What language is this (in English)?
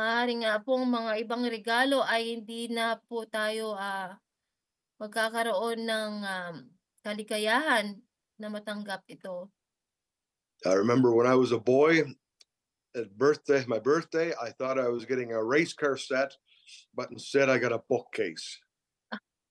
Filipino